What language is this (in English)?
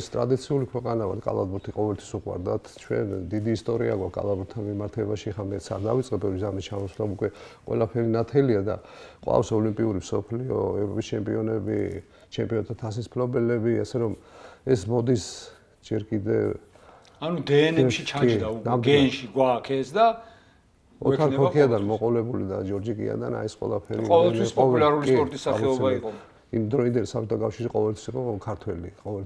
Georgian